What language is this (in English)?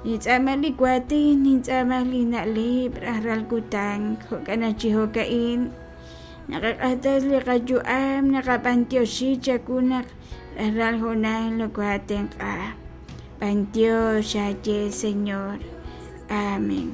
Kekchí